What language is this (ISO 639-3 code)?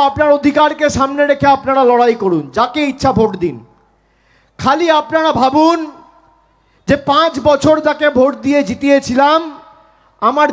ben